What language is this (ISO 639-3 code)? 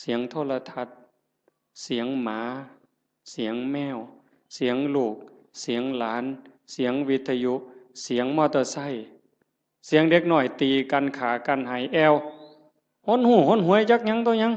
tts